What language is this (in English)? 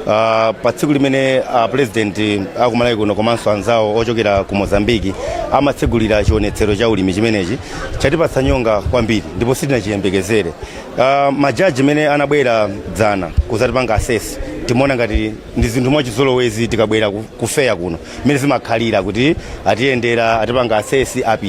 Nyanja